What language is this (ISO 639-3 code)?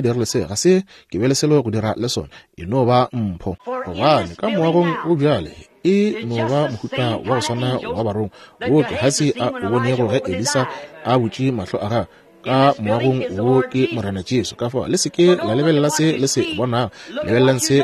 nso